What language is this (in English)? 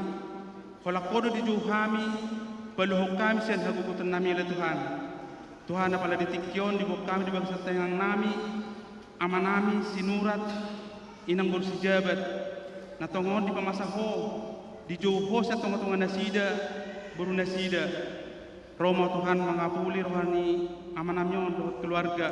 Batak Toba